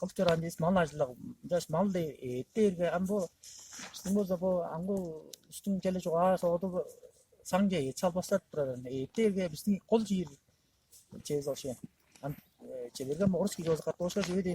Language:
Tuvinian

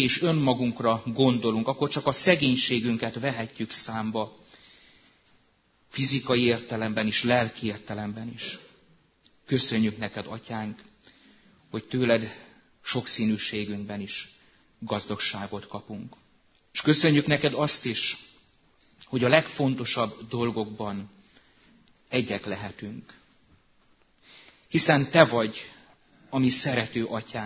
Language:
Hungarian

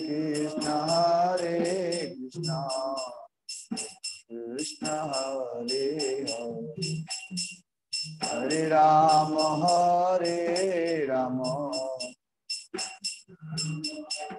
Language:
Odia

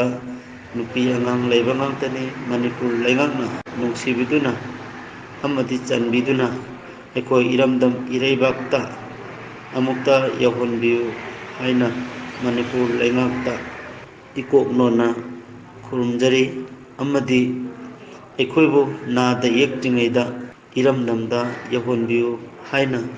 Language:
Manipuri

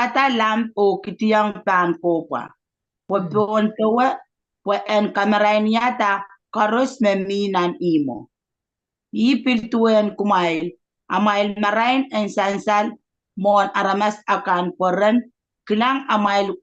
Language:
Pohnpeian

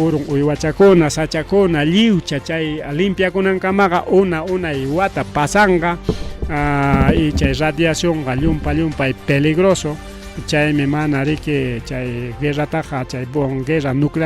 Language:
Ayacucho Quechua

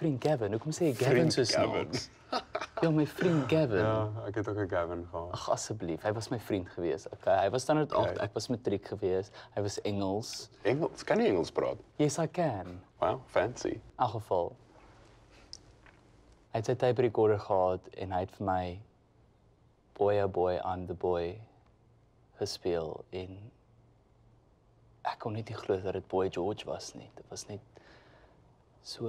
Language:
Afrikaans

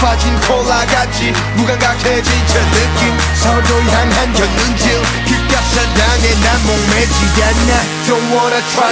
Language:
Korean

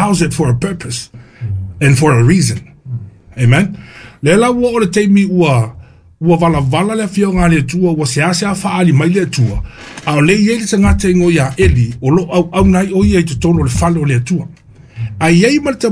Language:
Samoan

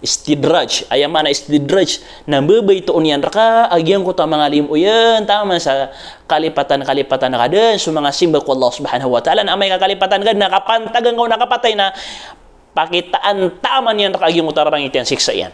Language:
Maranao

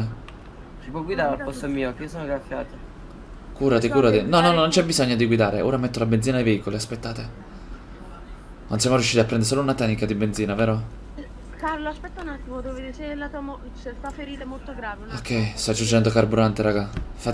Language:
Italian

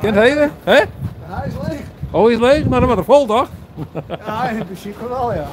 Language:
Western Frisian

